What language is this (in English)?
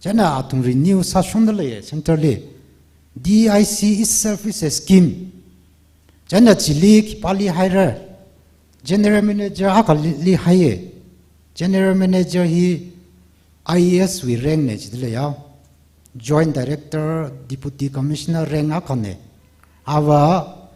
Tangkhul Naga (India)